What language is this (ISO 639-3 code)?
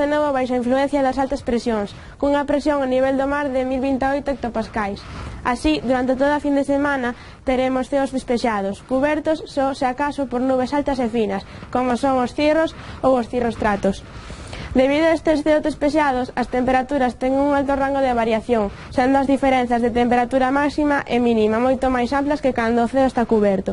glg